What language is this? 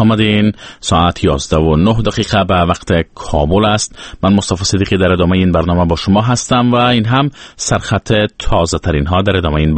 Persian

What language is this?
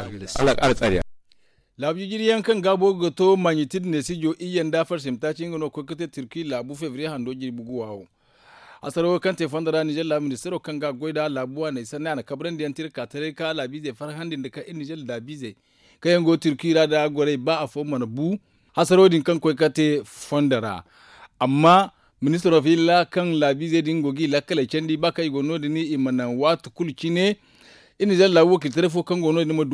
Zarma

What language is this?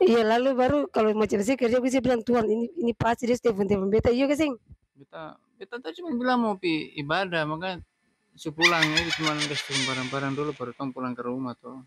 Ambonese Malay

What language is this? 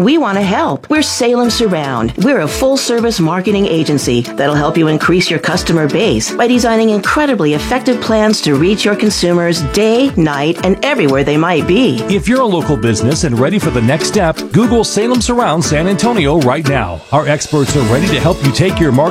English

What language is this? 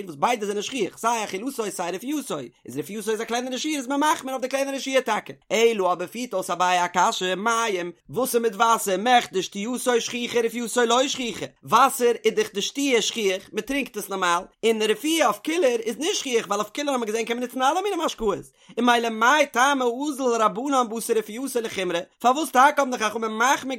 Yiddish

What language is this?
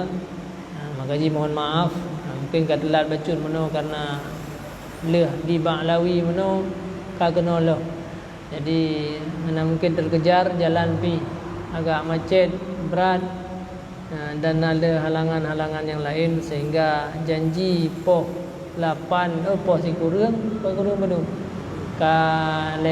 Achinese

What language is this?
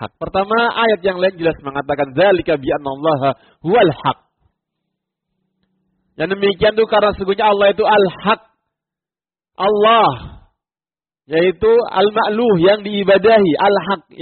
Indonesian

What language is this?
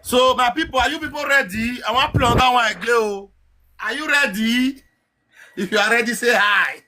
Nigerian Pidgin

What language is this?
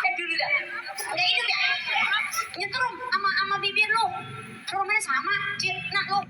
Betawi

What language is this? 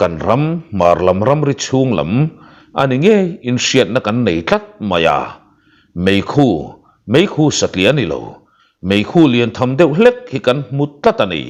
Mizo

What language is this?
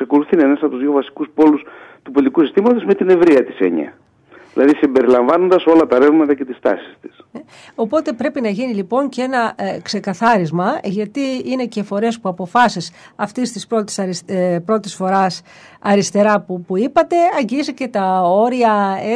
Greek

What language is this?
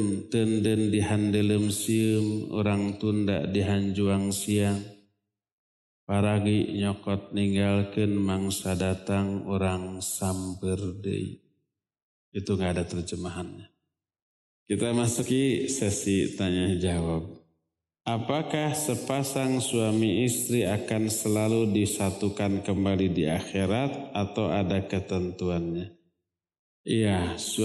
Indonesian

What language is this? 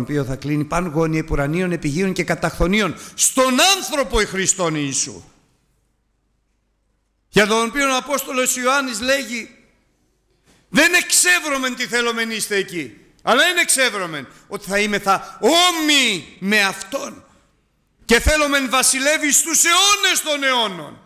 Greek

